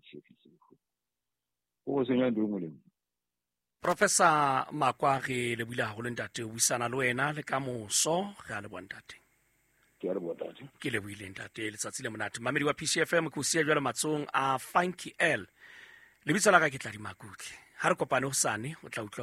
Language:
Southern Sotho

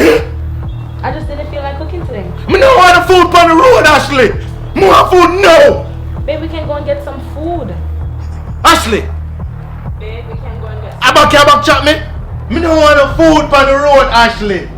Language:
Jamaican Creole English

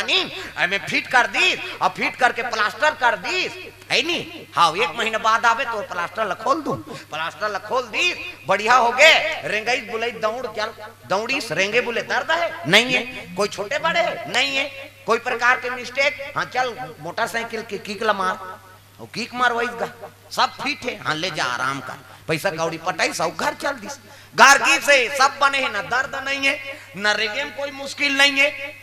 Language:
Chhattisgarhi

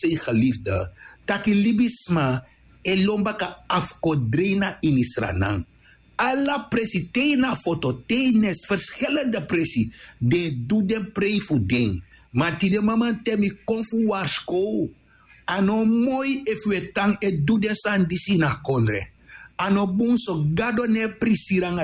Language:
Sranan Tongo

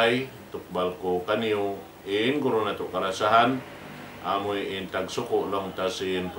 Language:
Tausug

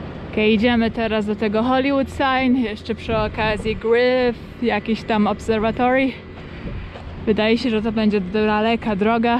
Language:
Polish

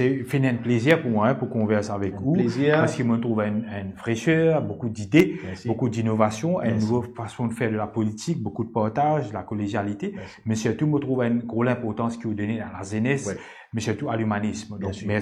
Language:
Morisyen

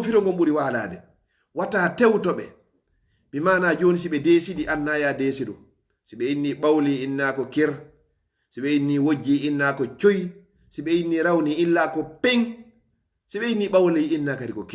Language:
Fula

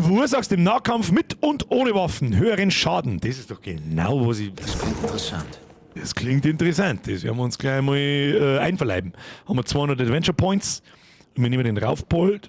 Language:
Bavarian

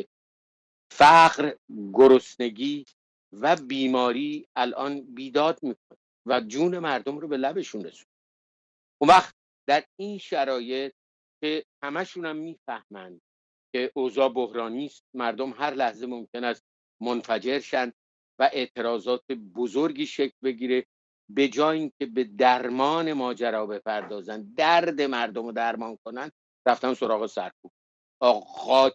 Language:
Persian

